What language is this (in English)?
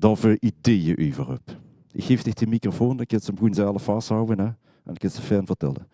Limburgish